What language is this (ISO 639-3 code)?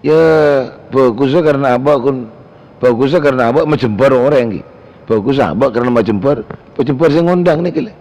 mad